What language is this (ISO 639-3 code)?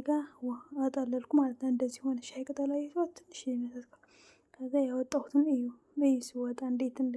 amh